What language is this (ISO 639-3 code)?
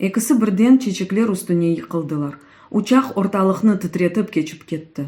crh